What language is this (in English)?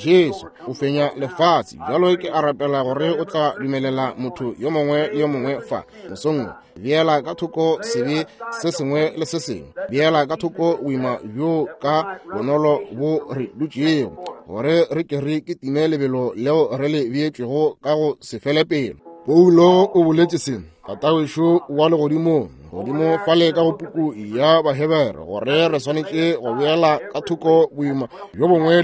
Northern Sotho